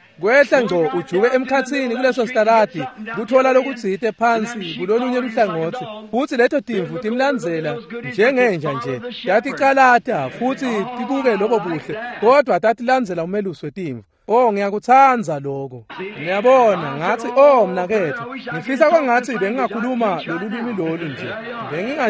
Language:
Swati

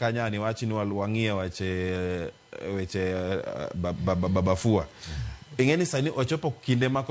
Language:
Luo (Kenya and Tanzania)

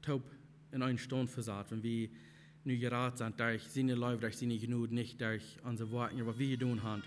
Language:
Plautdietsch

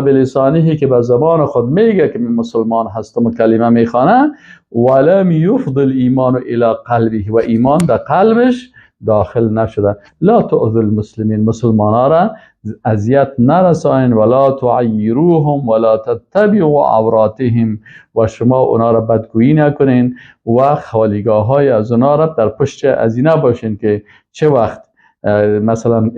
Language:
Persian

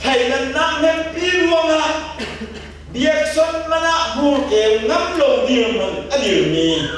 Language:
Hakha Chin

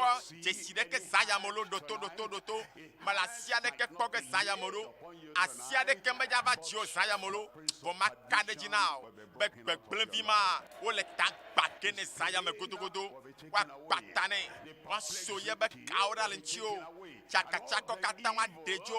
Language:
Ewe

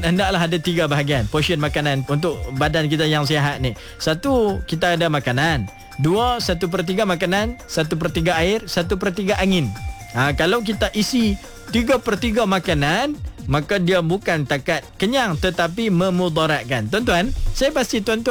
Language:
Malay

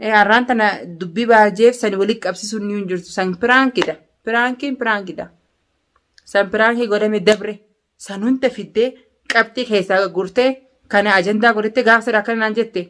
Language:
Oromo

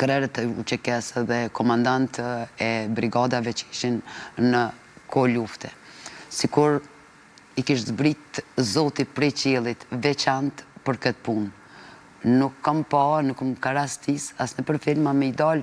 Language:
Albanian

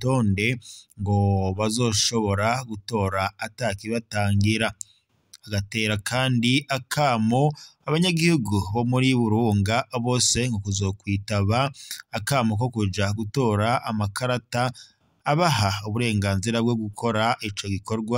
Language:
Rundi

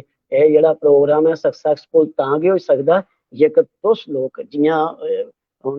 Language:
Dogri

